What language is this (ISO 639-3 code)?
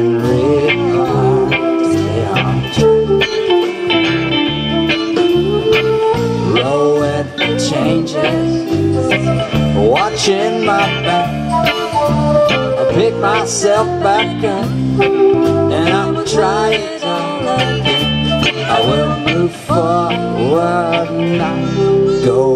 eng